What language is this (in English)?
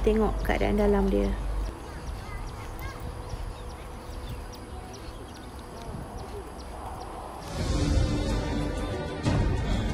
Malay